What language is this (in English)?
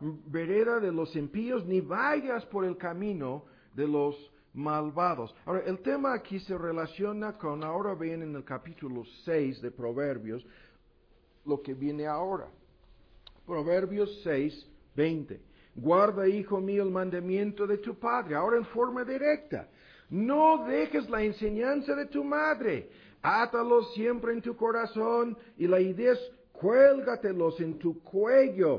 Spanish